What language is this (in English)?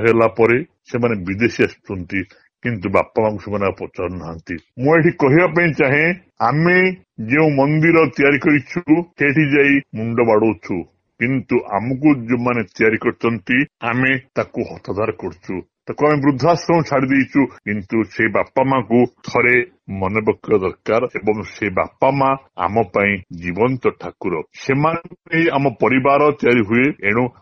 Odia